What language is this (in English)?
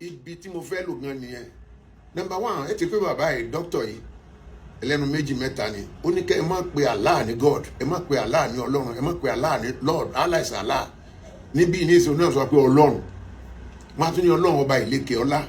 Yoruba